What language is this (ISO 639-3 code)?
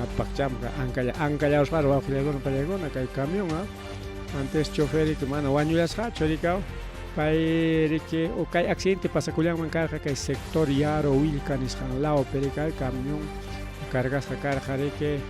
quy